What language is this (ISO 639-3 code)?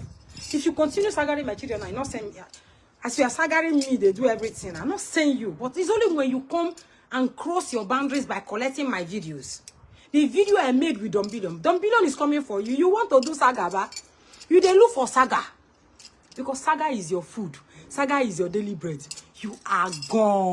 pcm